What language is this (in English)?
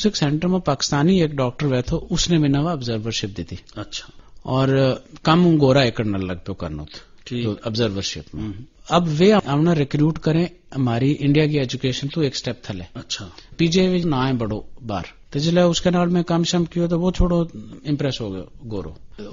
Gujari